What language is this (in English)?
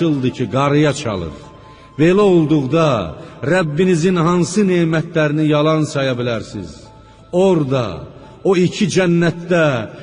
Azerbaijani